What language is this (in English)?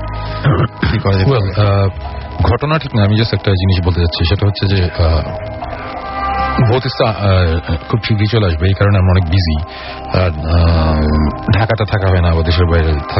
Bangla